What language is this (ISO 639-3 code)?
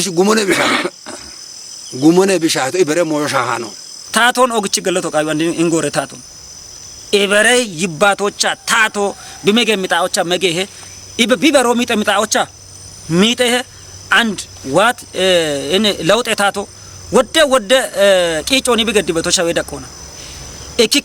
kbr